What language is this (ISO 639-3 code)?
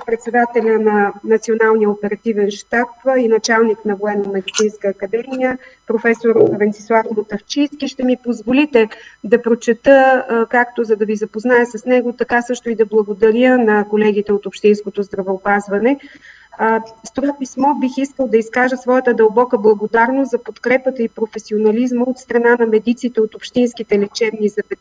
bul